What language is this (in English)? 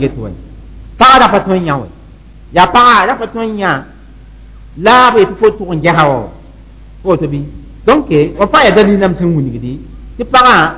Mossi